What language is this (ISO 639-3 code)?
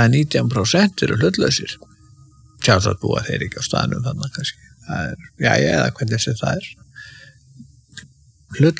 isl